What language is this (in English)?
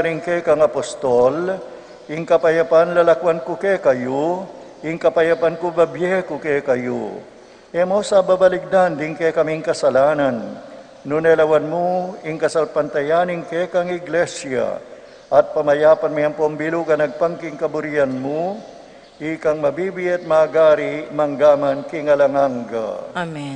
Pampanga